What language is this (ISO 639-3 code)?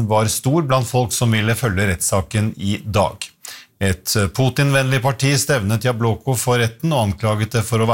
nor